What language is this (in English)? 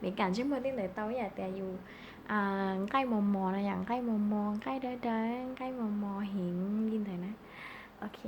Hmong